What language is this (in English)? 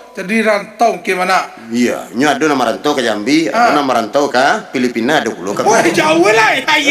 Minangkabau